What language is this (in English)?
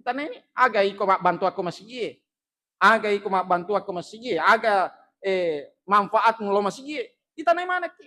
Buginese